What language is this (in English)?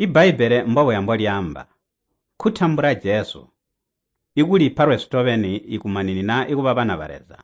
Tonga (Zambia)